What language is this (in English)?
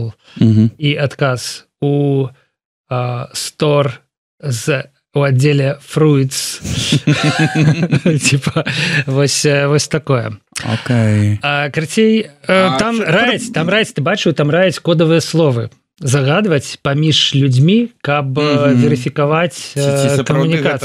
Belarusian